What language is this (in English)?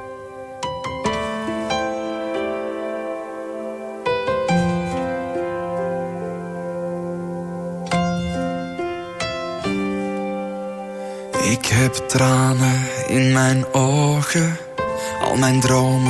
Dutch